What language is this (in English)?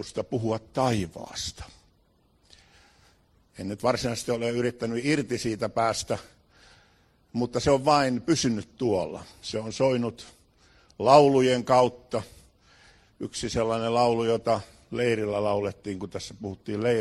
Finnish